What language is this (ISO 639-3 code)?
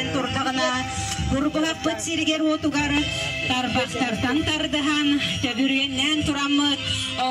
sah